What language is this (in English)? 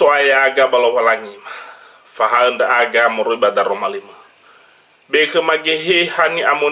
Nias